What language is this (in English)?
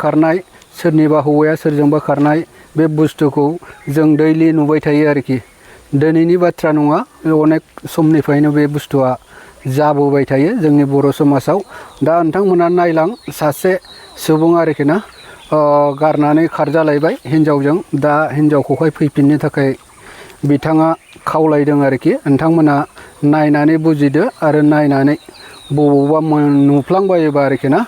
Bodo